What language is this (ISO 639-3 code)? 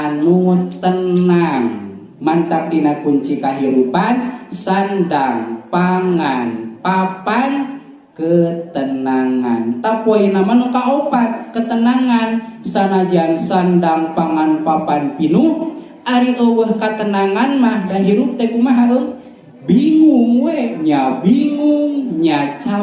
sun